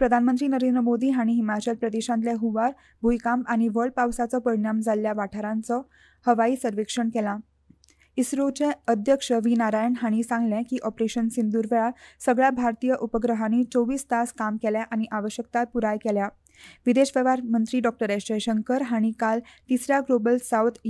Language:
Konkani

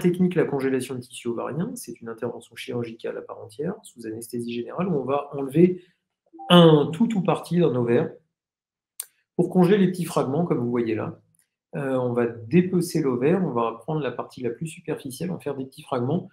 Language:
French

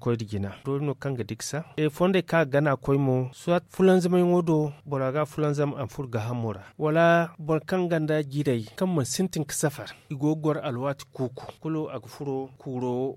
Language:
Zarma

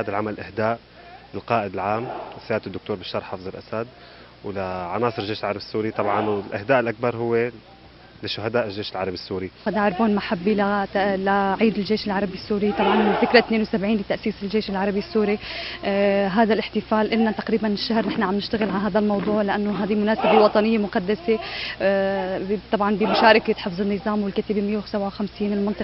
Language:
Arabic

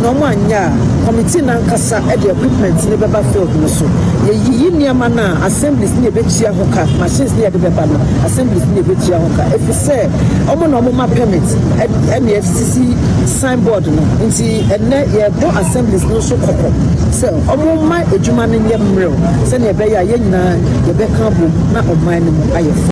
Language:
Akan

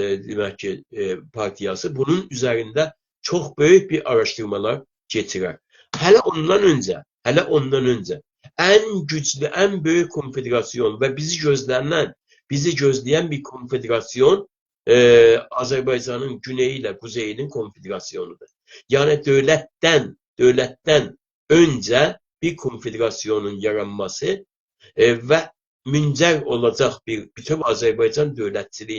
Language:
South Azerbaijani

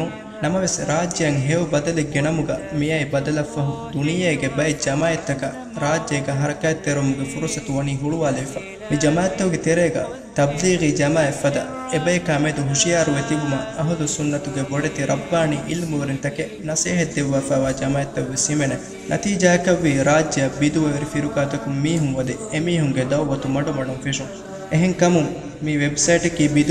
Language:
Divehi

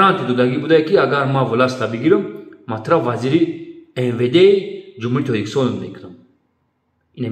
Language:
Tajik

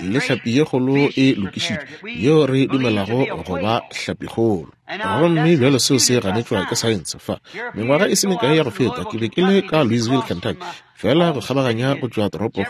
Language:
Northern Sotho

